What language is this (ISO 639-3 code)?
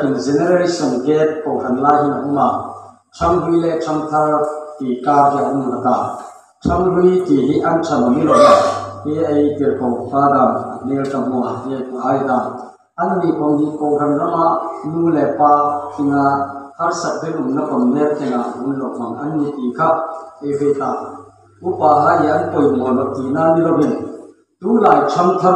hmr